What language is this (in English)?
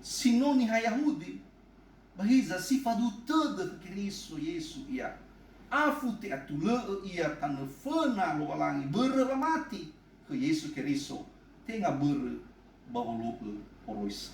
Nias